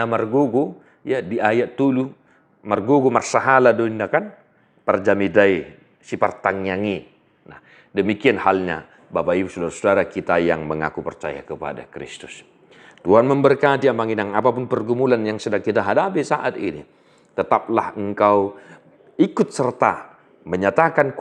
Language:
Batak Toba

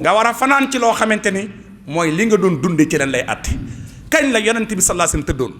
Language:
Wolof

